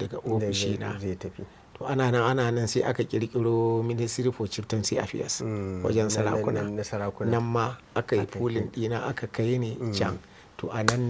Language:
Hausa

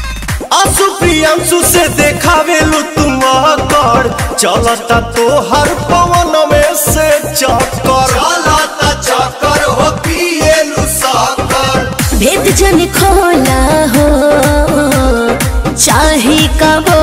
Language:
Bhojpuri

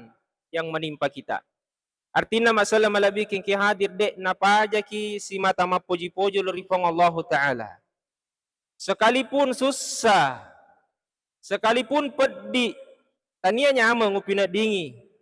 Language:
Buginese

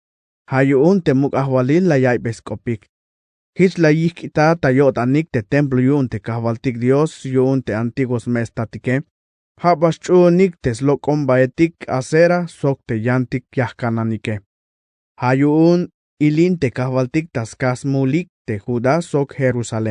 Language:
Tzeltal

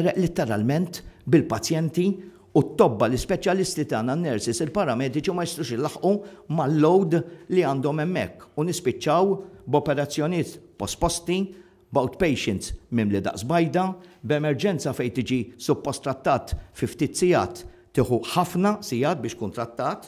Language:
Maltese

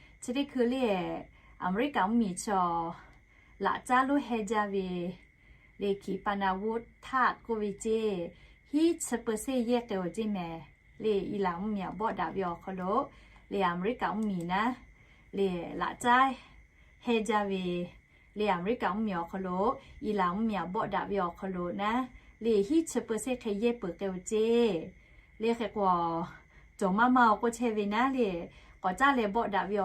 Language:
Lahu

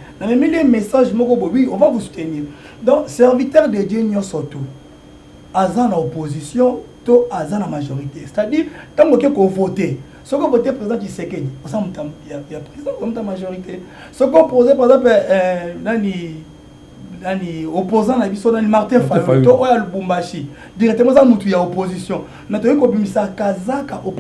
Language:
Lingala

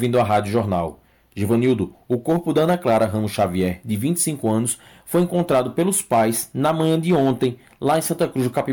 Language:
Portuguese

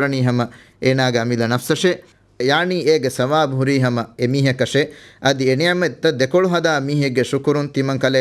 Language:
Divehi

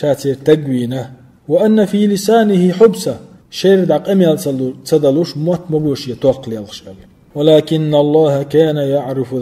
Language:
Chechen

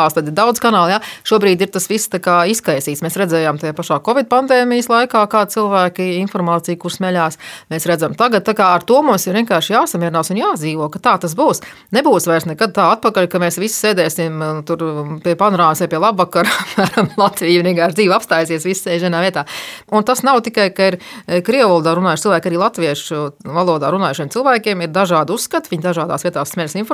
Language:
Latvian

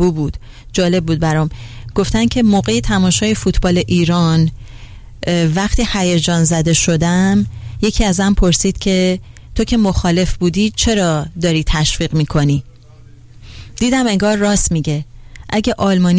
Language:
Persian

